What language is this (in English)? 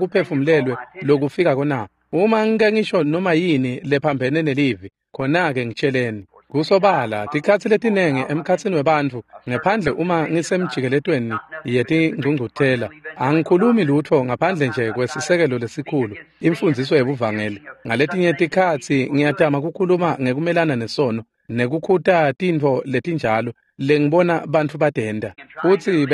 Swati